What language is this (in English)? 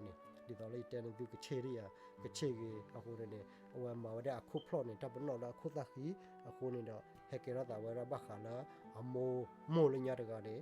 S'gaw Karen